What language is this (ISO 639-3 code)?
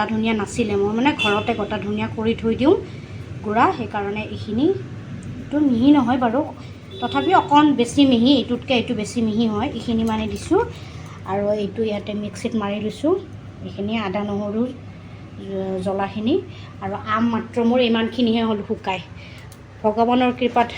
asm